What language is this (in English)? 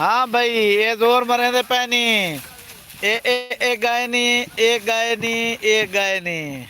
Saraiki